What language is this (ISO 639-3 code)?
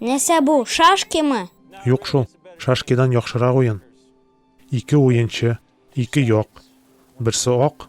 tat